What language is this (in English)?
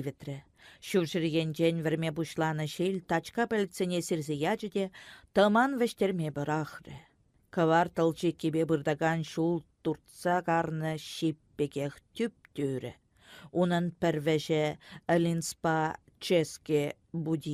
Chuvash